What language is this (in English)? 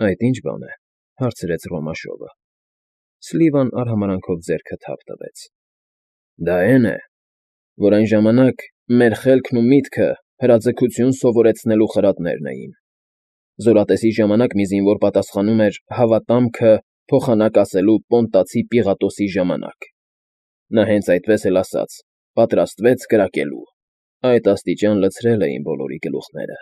Armenian